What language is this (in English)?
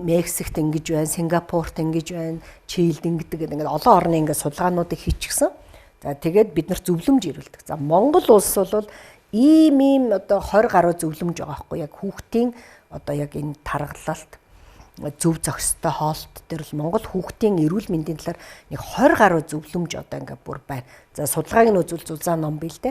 Mongolian